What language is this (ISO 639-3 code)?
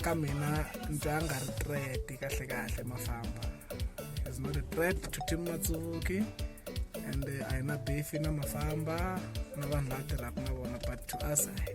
tso